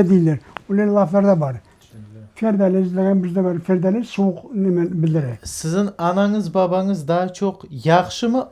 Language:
Crimean Tatar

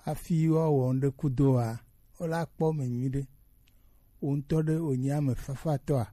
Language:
Gen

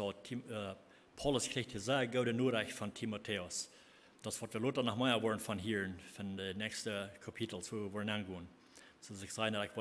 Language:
Plautdietsch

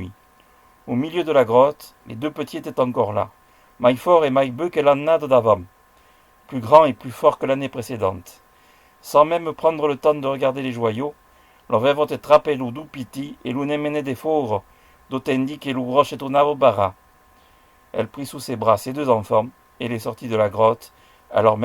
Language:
Occitan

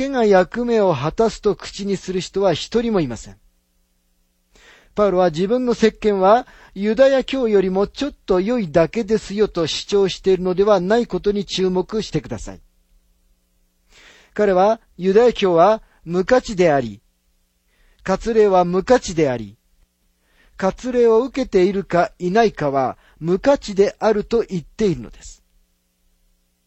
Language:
Japanese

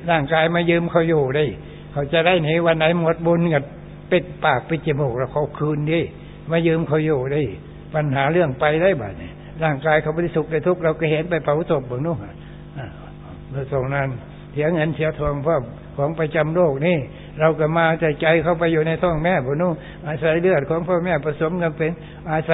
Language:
Thai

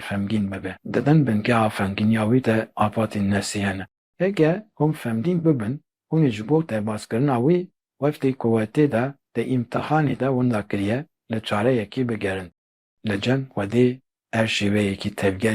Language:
Kurdish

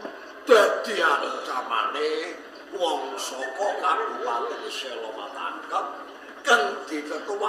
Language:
Javanese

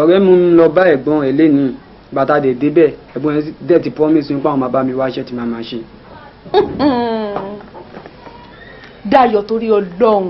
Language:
Yoruba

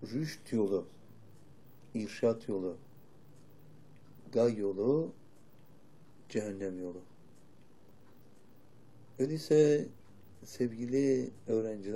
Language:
Turkish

